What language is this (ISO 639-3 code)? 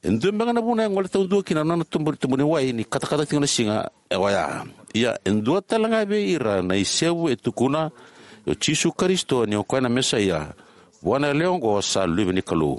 fij